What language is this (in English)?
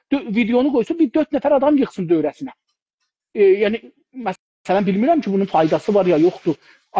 South Azerbaijani